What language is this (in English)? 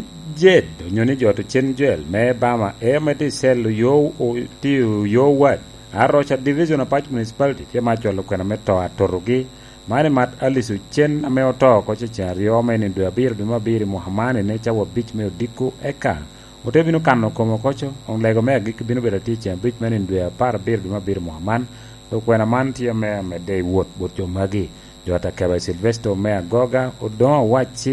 Lango (Uganda)